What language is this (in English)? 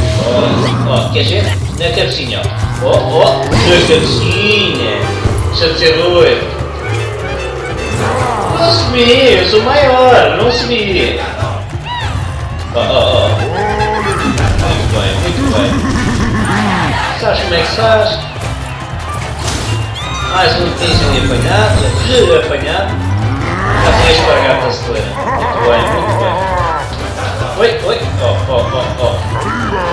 Portuguese